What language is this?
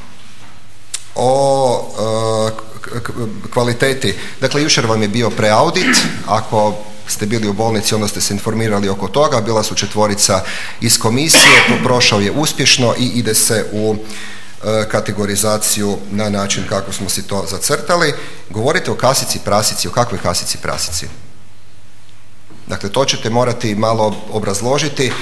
Croatian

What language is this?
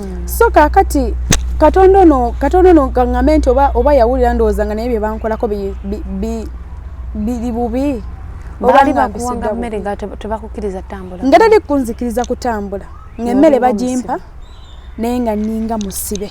Ganda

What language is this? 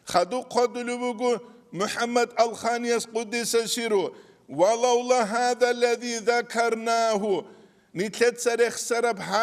Avaric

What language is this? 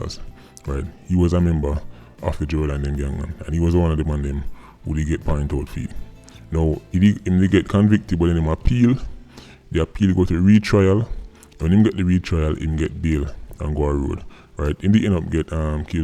Jamaican Creole English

